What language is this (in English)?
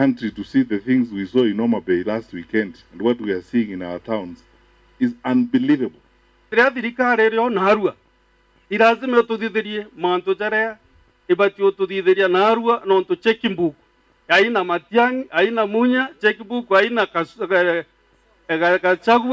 Meru